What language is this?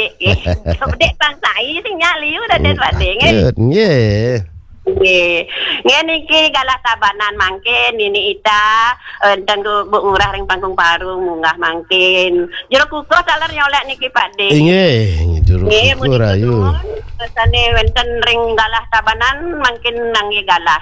Balinese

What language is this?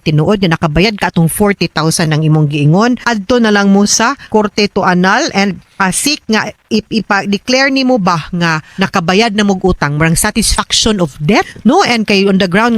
Cebuano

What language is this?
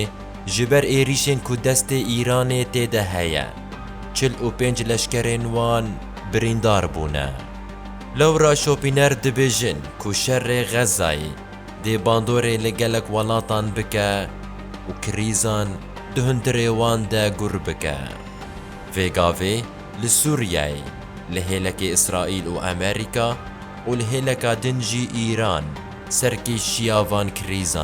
Kurdish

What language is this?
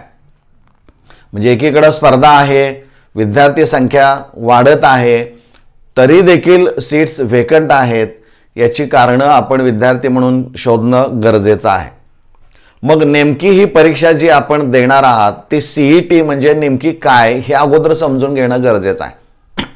Marathi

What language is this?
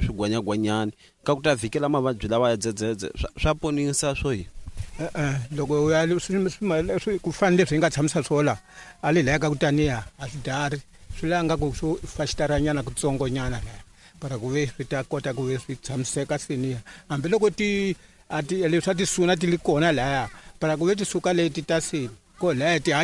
Tsonga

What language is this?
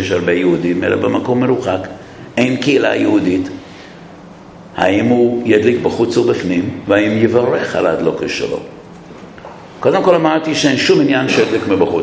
Hebrew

